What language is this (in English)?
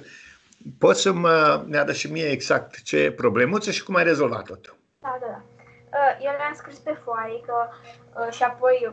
Romanian